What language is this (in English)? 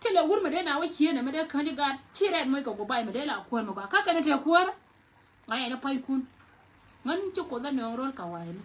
Nuer